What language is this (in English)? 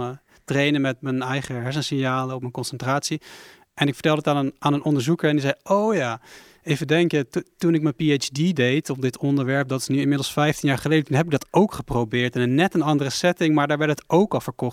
Dutch